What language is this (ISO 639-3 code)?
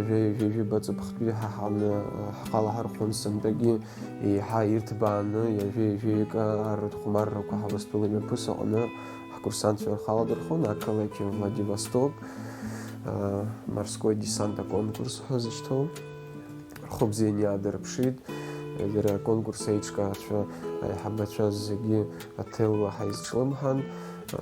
abk